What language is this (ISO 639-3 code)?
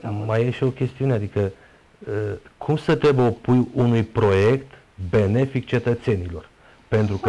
ron